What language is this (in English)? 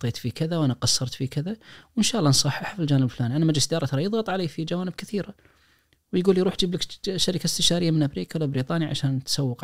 Najdi Arabic